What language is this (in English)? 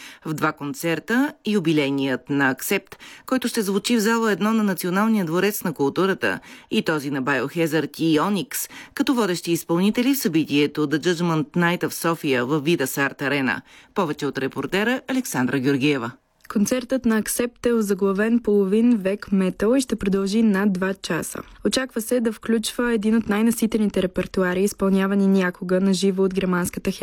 Bulgarian